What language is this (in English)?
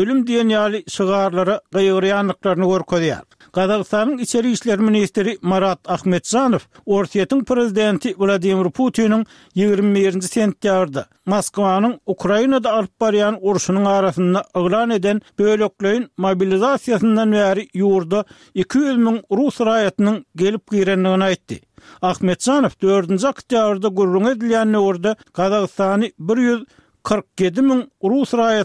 Turkmen